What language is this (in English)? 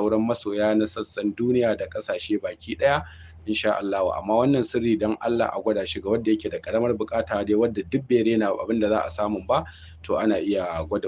Hausa